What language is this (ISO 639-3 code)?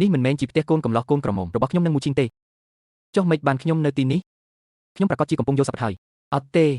khm